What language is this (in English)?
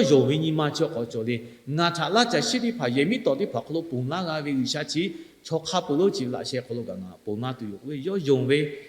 Lahu